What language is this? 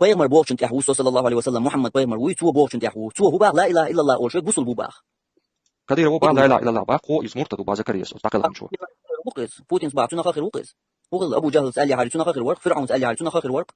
Chechen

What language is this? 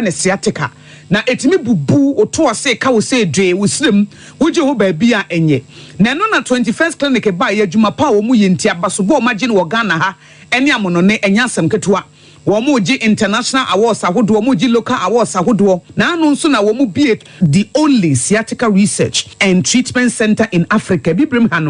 Akan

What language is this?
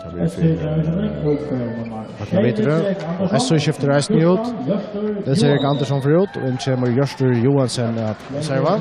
Faroese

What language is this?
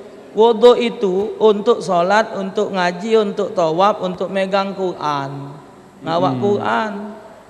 Musi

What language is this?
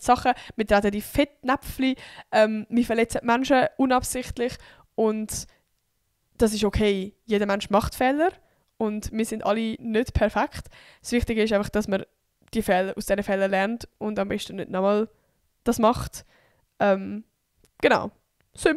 Swiss German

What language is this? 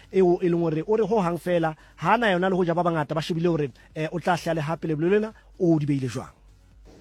Southern Sotho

